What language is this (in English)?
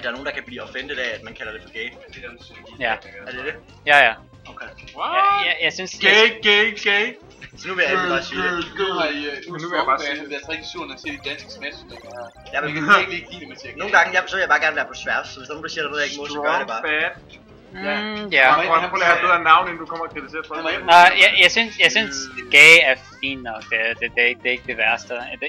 Danish